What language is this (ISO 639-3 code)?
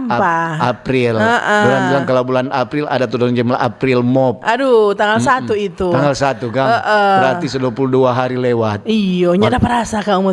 xmm